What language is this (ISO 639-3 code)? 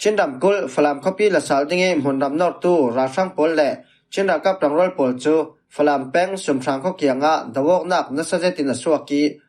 cfm